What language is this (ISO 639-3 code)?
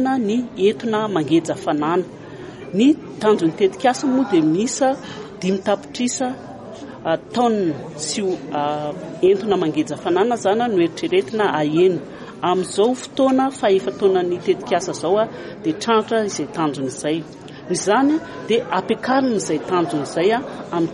mlg